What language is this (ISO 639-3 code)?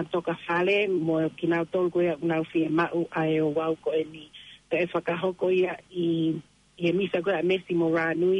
ton